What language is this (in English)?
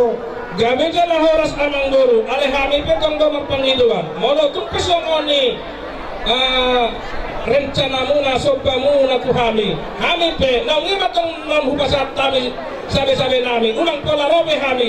Batak Toba